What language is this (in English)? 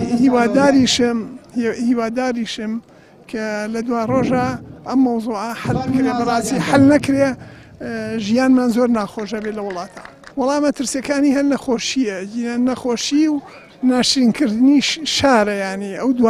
Central Kurdish